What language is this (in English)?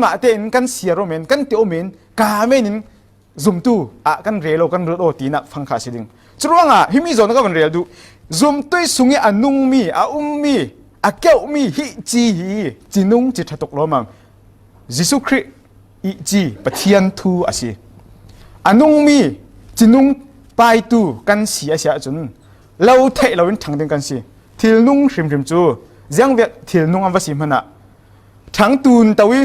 Falam Chin